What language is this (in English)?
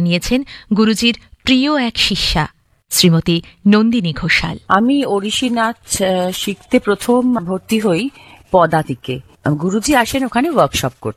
Bangla